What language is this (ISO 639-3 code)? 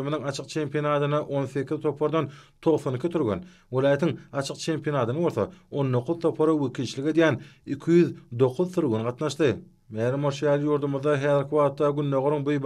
tuk